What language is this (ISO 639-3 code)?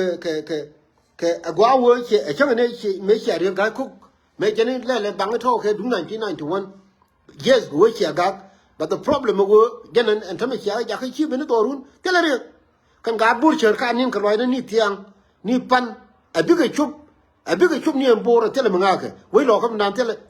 nus